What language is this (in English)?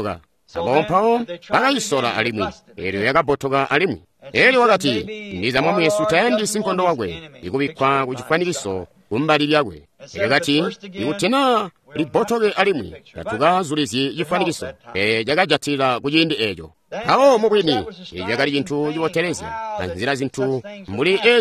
Tonga (Zambia)